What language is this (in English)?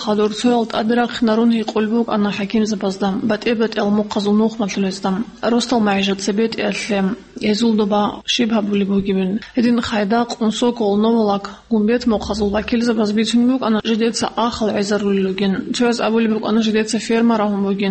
Avaric